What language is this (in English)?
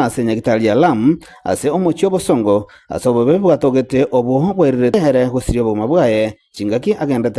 Gusii